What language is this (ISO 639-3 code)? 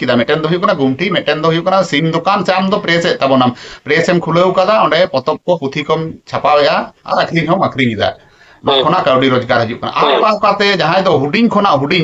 sat